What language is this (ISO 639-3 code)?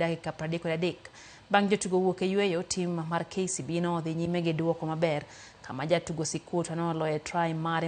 luo